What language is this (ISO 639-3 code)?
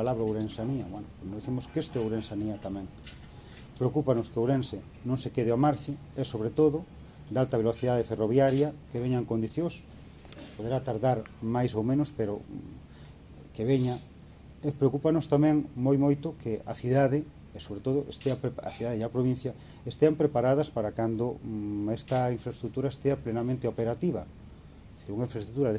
glg